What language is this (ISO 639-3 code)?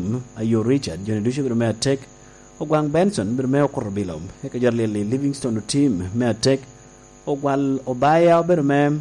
laj